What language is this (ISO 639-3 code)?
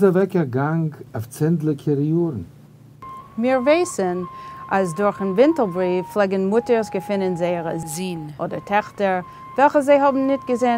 yid